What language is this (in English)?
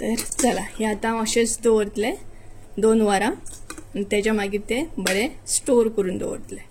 Konkani